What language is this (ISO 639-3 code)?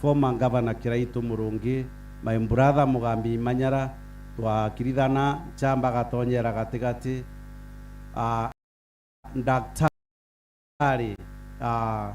mer